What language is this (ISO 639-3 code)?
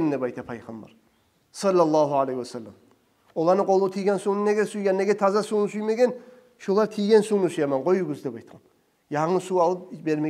kum